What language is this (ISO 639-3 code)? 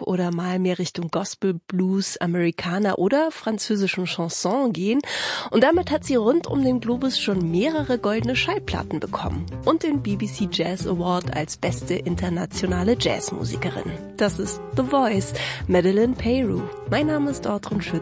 deu